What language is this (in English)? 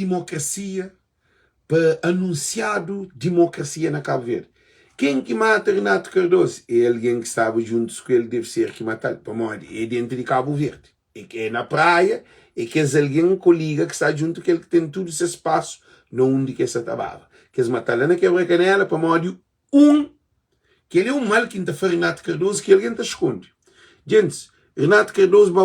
Kabuverdianu